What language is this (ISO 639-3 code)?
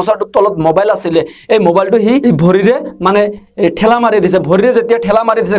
asm